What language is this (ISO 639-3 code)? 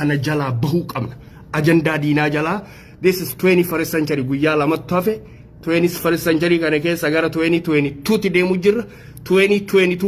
orm